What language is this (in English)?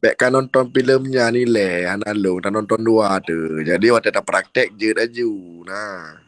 Achinese